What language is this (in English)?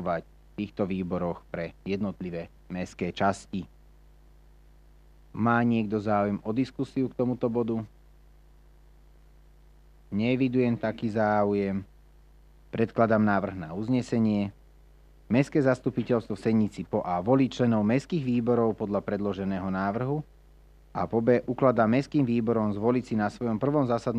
Slovak